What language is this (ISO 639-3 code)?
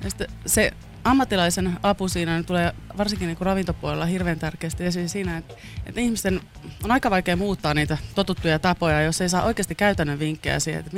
fin